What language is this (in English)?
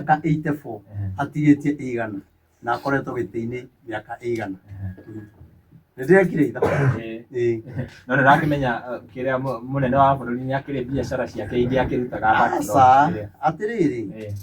Kikuyu